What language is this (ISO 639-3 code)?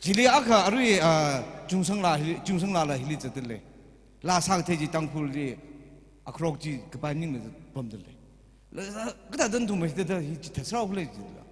nmf